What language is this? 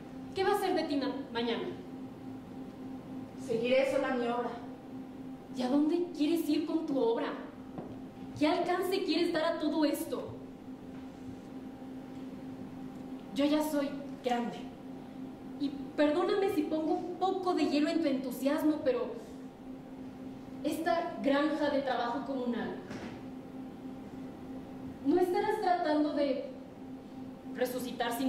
Spanish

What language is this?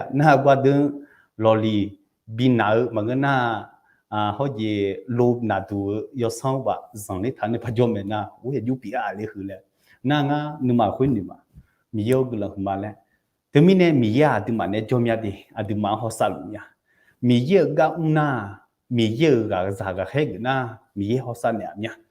Akha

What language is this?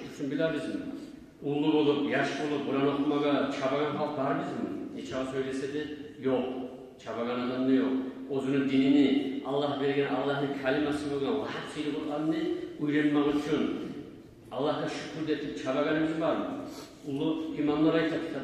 Kumyk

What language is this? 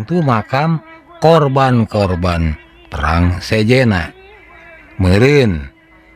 Sundanese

